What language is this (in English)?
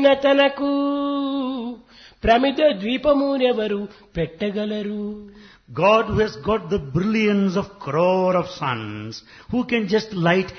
Telugu